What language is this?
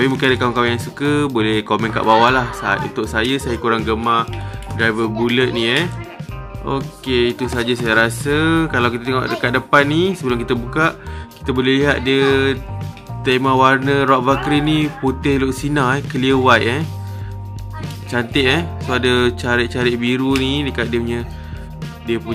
Malay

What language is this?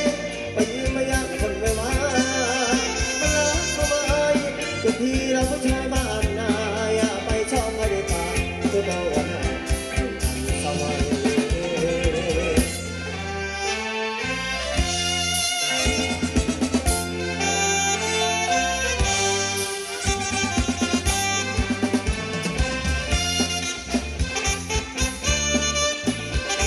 Thai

